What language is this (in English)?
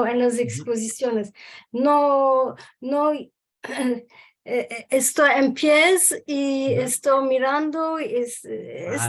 Ladino